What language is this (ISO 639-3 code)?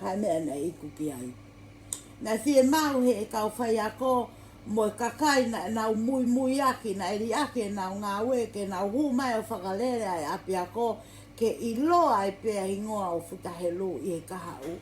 ton